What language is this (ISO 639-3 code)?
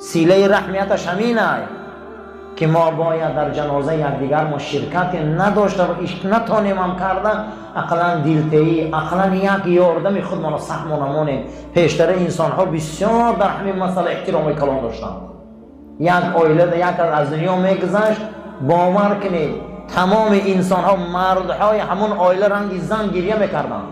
tgk